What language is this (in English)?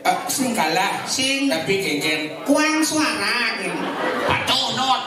Balinese